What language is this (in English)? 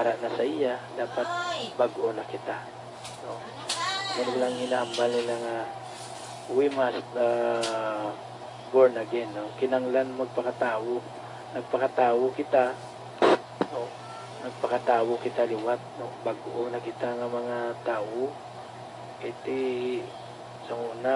Hiligaynon